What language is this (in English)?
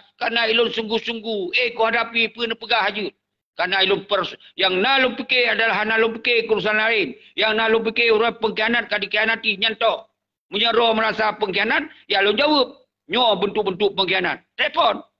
Achinese